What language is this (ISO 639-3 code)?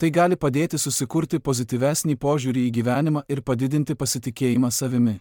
lit